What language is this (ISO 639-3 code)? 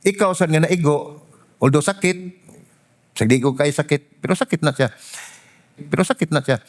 ceb